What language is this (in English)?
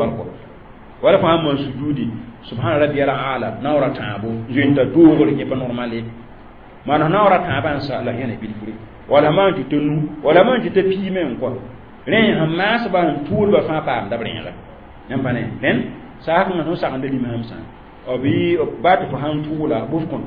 Mossi